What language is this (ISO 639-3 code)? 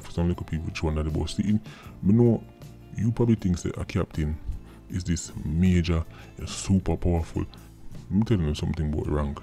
jam